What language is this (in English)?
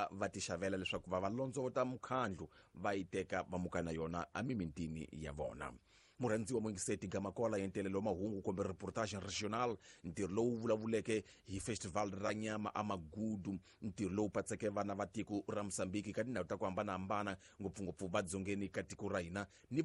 Tsonga